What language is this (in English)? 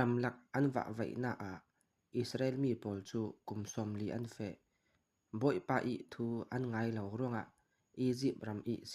Falam Chin